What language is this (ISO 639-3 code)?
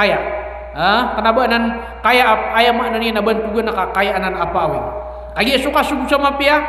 mrw